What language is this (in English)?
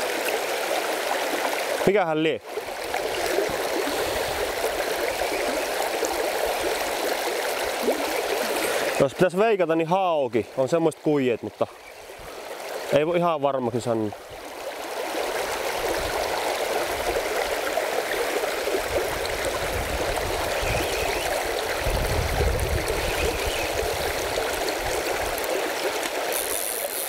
Finnish